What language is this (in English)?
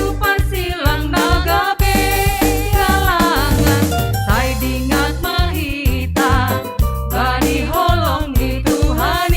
Batak Simalungun